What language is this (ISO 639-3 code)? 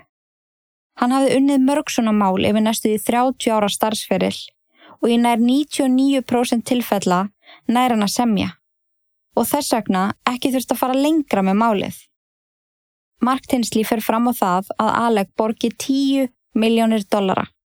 isl